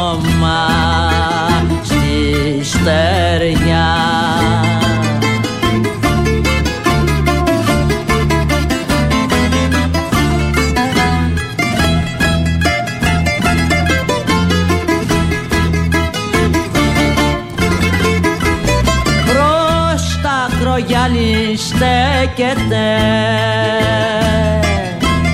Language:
Greek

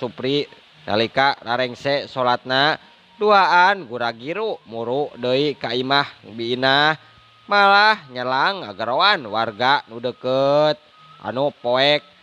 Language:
Sundanese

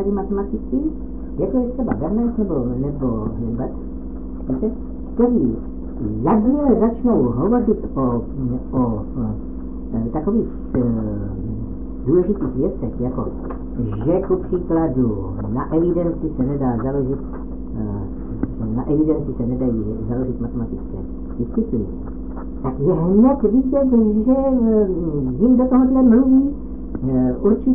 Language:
Czech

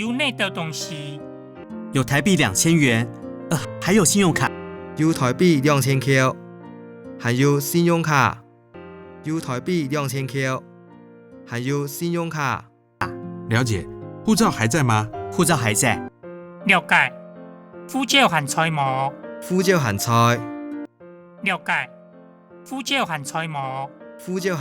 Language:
Hakka Chinese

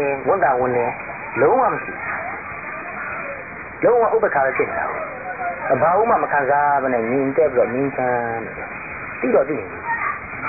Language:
Burmese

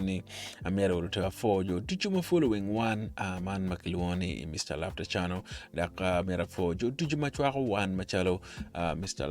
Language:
Acoli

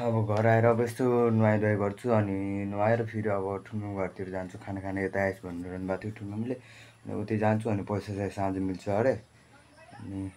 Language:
Nepali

